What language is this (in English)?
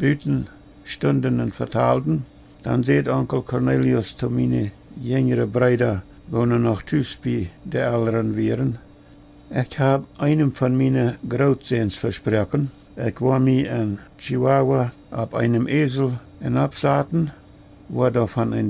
Plautdietsch